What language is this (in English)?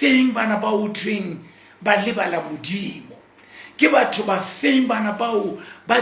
Southern Sotho